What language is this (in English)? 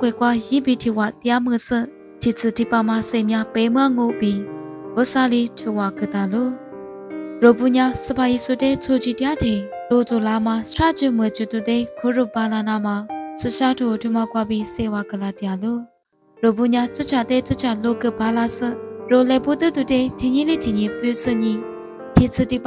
Lisu